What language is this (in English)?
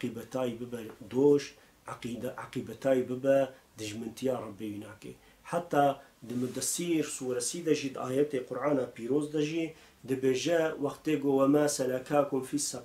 Kurdish